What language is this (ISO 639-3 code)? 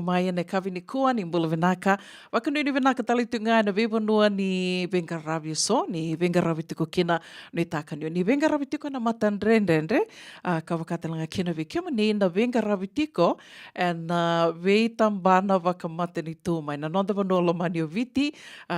fij